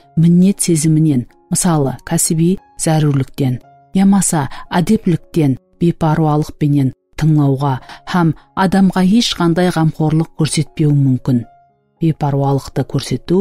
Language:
Kara-Kalpak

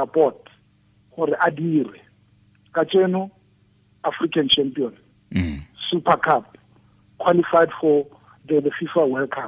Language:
Tswana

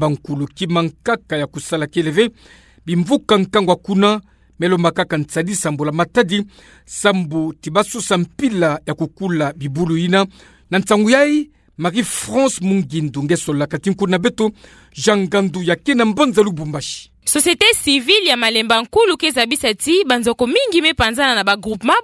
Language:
Kituba (Democratic Republic of Congo)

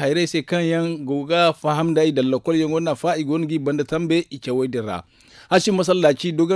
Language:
Zarma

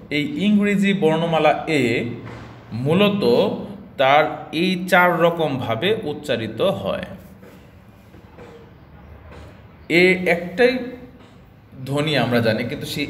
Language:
Bangla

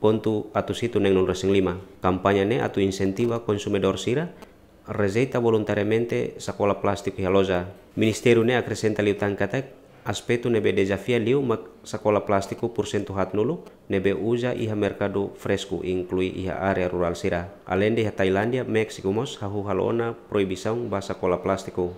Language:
Tetum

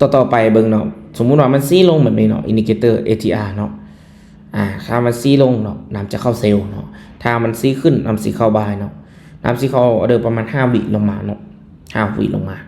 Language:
Lao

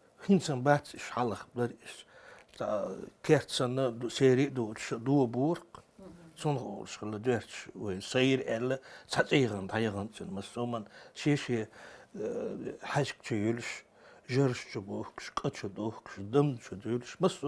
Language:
Chechen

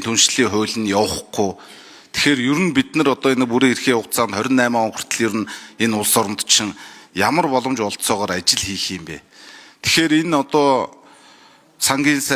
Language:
Mongolian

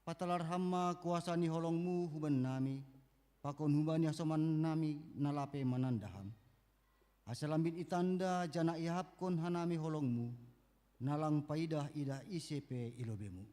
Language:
Batak Simalungun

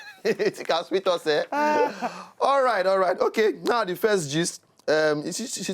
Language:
Nigerian Pidgin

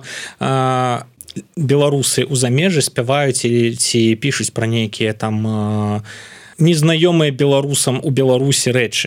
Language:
Belarusian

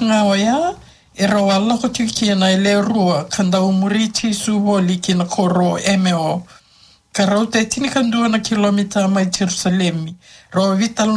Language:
Fijian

